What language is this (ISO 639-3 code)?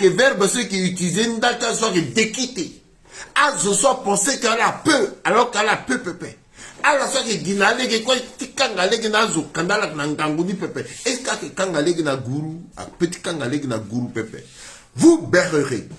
sag